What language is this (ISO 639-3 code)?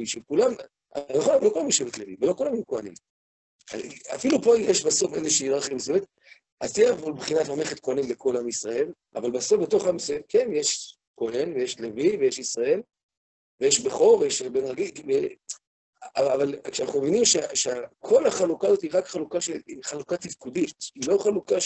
heb